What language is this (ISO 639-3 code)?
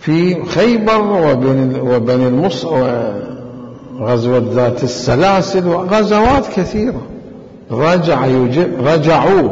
acm